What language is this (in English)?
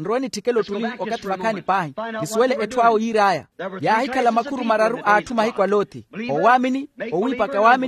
Makhuwa